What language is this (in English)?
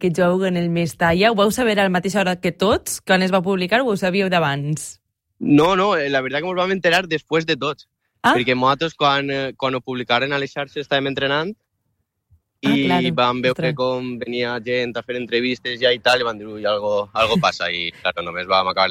Catalan